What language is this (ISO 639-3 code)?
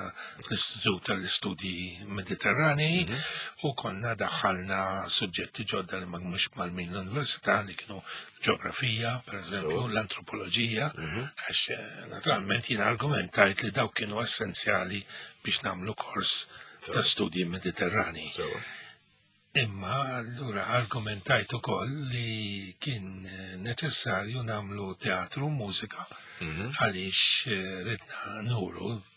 mlt